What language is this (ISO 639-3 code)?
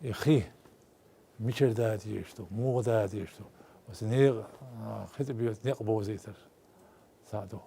che